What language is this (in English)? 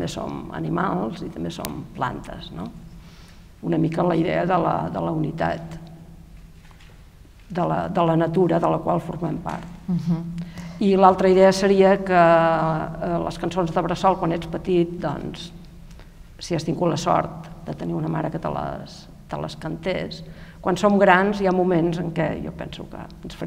Catalan